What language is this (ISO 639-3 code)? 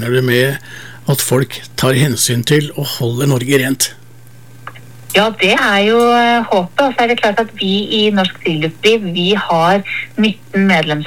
nor